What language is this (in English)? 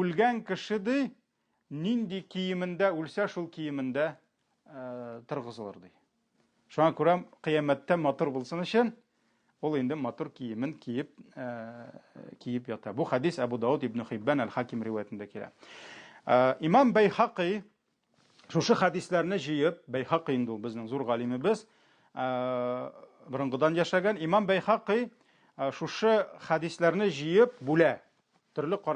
Tatar